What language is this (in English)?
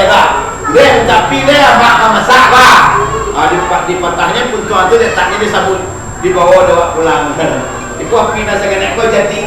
Minangkabau